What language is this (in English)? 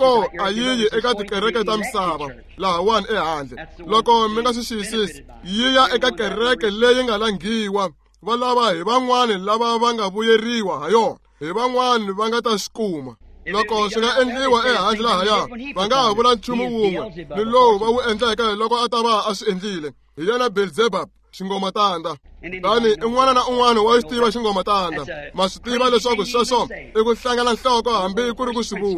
Tsonga